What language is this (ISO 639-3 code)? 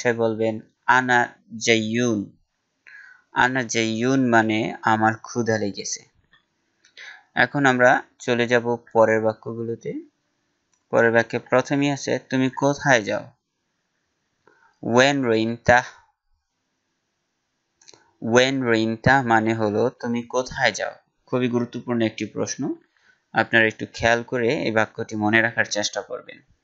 ben